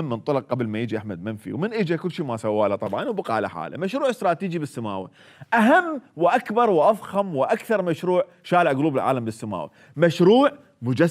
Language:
Mesopotamian Arabic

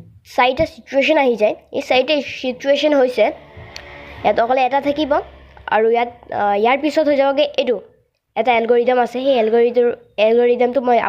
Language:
Assamese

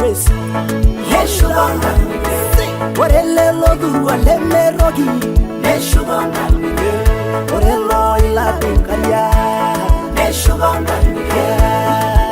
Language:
Masai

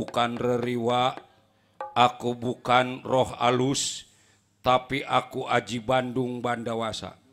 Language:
Betawi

